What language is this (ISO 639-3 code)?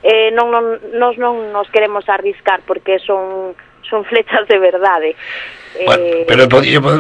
glg